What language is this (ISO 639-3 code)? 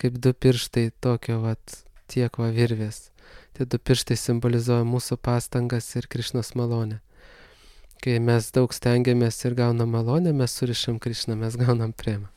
lit